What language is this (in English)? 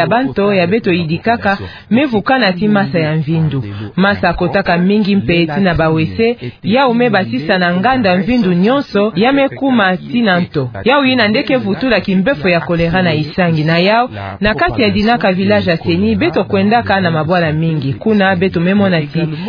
Kituba (Democratic Republic of Congo)